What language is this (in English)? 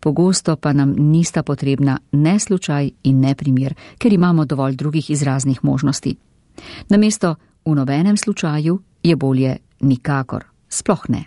Slovenian